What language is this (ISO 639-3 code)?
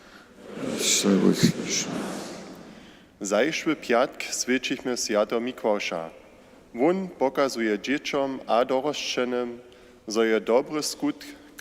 hsb